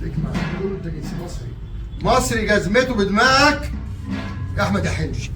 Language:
Egyptian Arabic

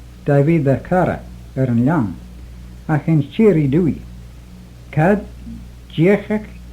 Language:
Manx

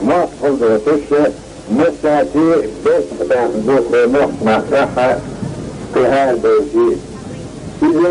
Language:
Chechen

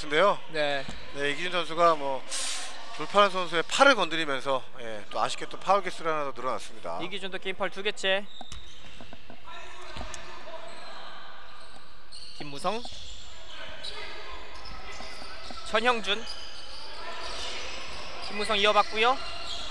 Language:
Korean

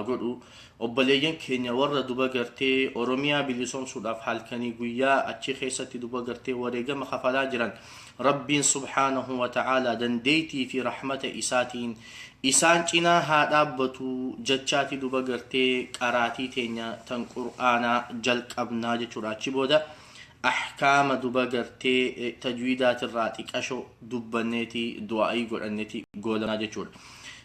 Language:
Oromo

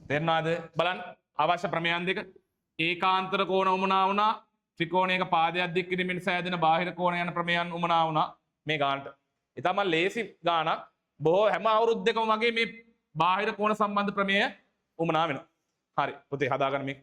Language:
Sinhala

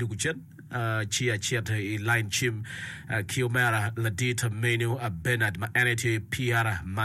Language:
Acoli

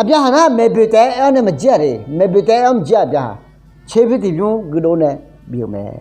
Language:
Akha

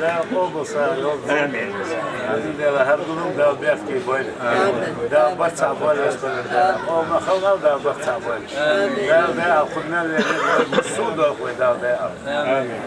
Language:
Chechen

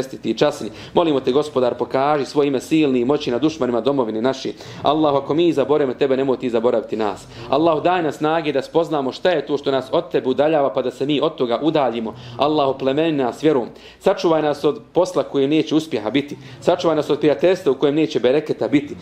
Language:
Bosnian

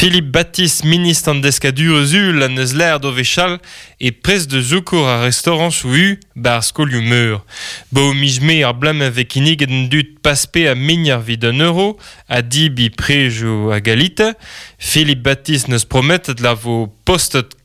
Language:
Breton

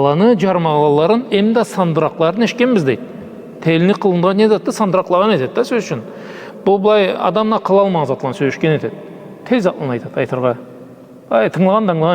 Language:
Karachay-Balkar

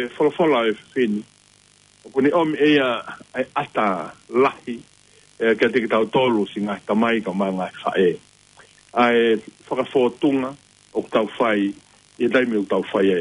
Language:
Tongan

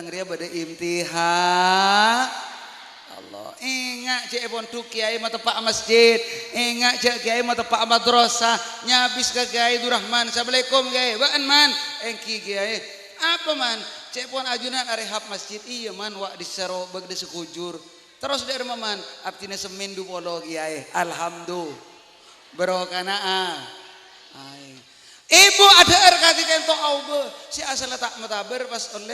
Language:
Madurese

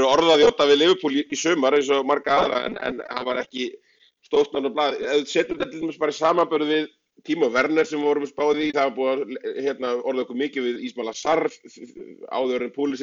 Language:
Icelandic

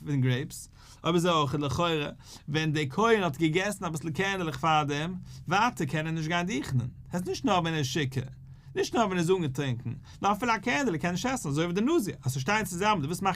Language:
Yiddish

